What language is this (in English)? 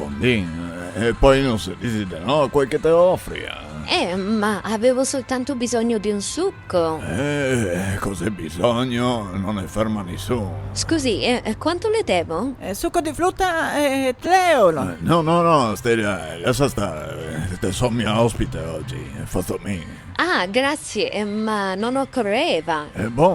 Venetian